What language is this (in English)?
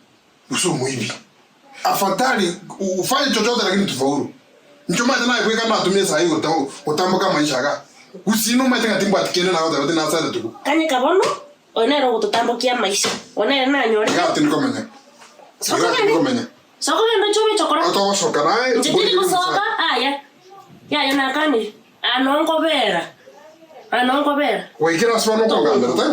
Gusii